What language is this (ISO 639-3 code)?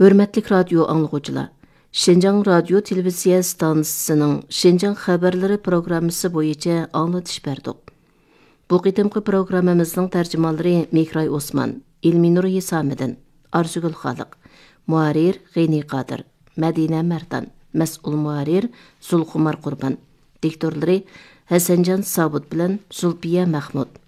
uig